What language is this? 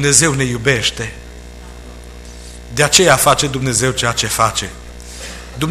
Romanian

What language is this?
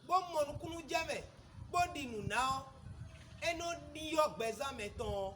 Fon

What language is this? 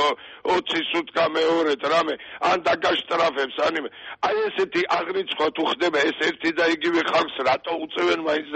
Georgian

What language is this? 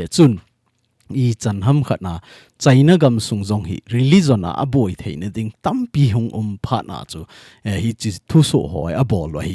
Thado Chin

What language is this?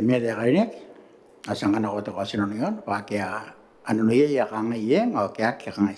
Gilbertese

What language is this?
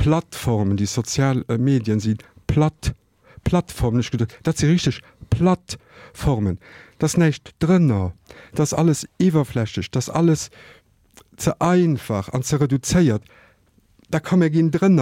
Luxembourgish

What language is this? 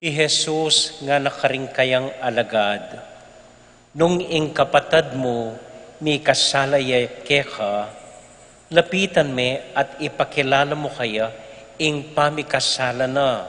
Pampanga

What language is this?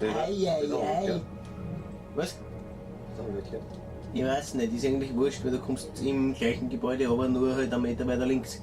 Bavarian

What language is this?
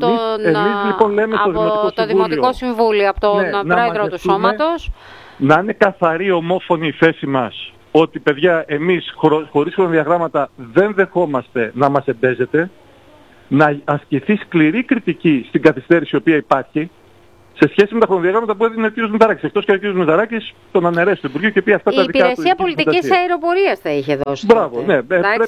Greek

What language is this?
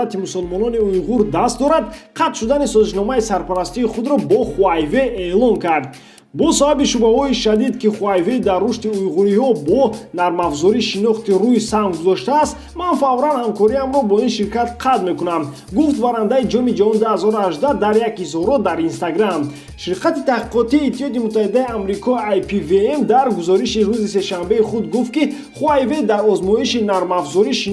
Tajik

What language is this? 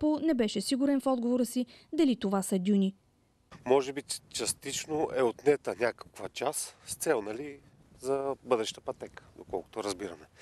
Bulgarian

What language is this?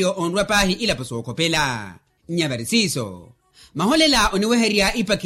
Makhuwa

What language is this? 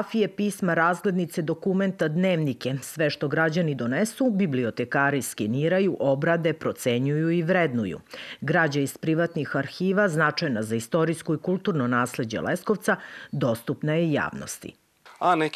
Serbian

